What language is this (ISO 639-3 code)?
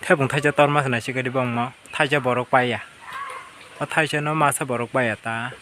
trp